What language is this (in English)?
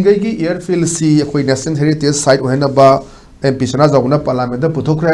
Manipuri